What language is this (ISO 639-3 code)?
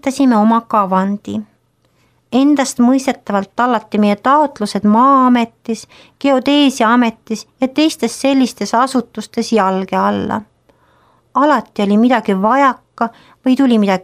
est